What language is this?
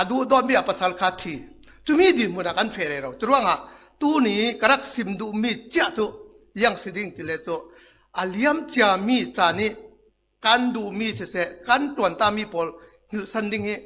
Falam Chin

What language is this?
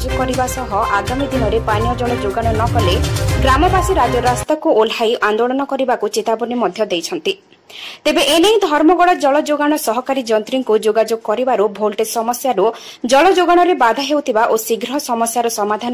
Odia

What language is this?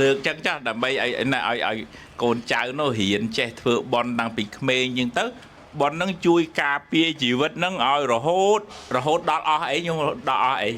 Khmer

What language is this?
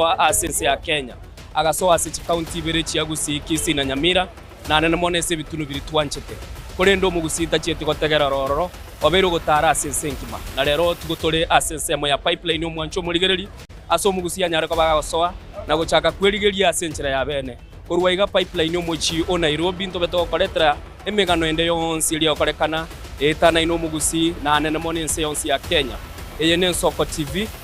Gusii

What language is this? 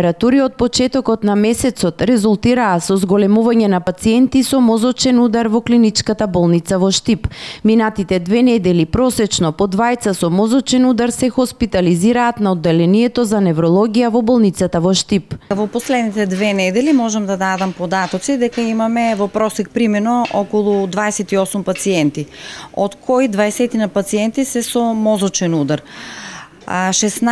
Macedonian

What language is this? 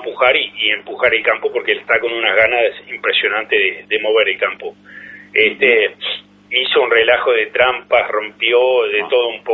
Spanish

